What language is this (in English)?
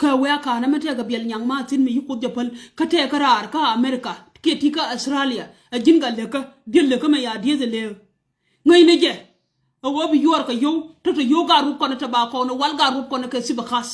Nuer